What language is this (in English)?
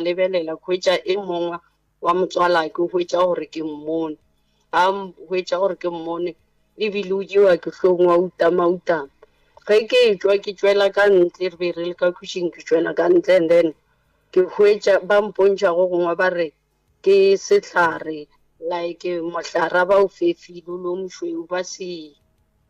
Northern Sotho